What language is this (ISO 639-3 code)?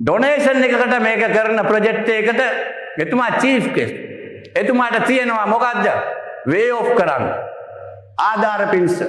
sin